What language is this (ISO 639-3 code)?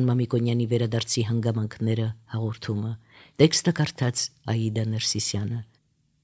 hye